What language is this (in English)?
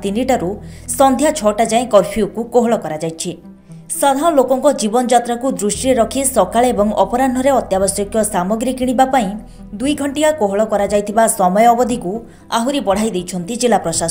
Odia